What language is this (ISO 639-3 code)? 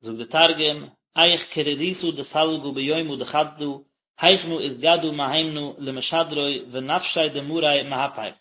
yid